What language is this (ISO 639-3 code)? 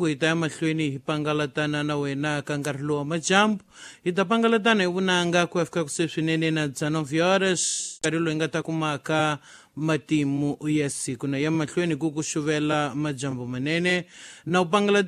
tso